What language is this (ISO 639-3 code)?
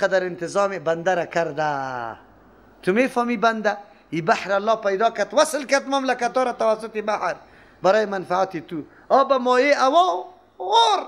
fas